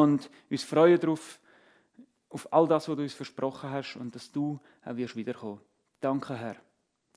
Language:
Swiss German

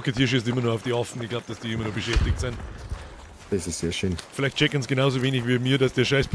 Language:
Bavarian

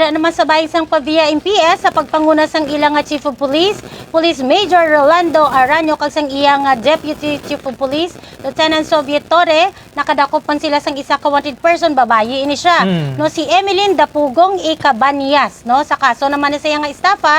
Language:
Hiligaynon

